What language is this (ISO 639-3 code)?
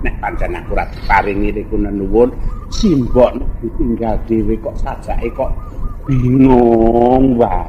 jav